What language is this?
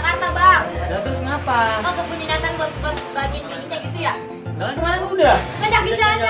Betawi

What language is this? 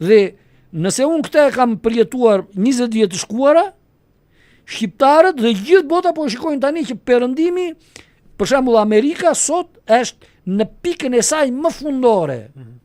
Albanian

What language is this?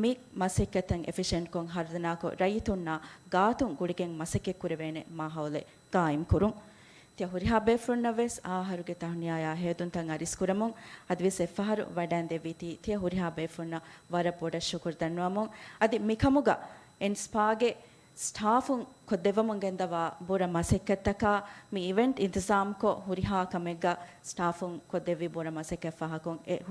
Divehi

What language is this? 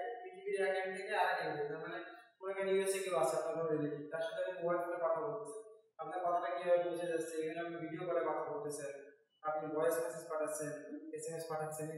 Bangla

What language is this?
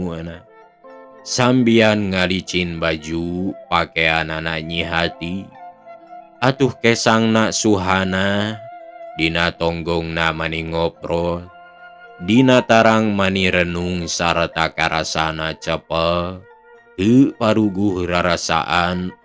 Sundanese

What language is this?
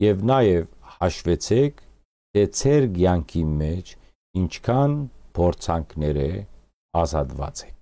Western Armenian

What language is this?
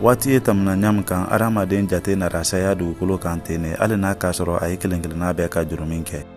Mandingo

